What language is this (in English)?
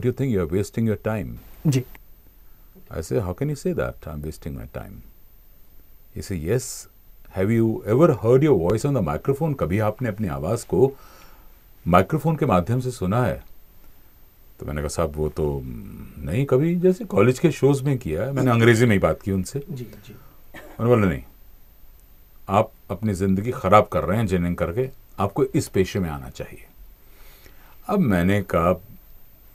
Hindi